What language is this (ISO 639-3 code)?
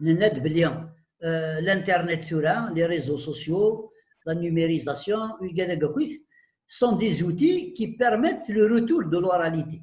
kab